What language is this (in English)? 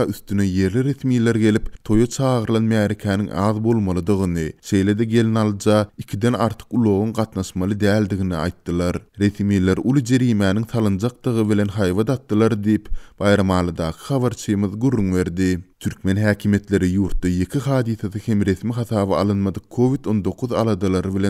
Turkmen